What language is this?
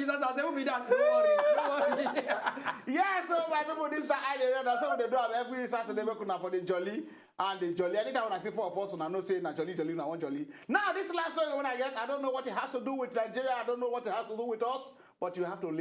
Nigerian Pidgin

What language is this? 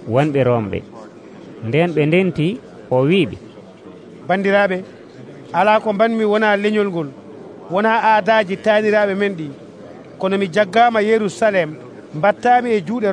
Nigerian Fulfulde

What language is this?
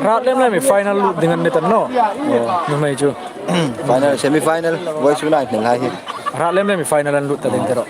Hmar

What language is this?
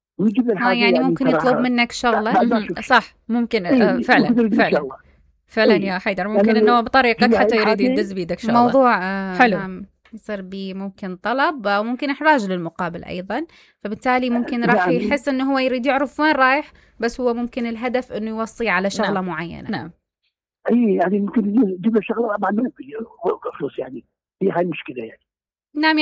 Mesopotamian Arabic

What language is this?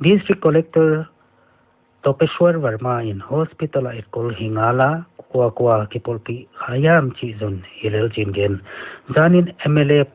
Paite Chin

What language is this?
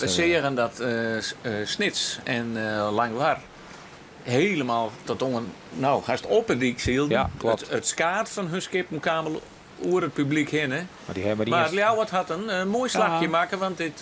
Western Frisian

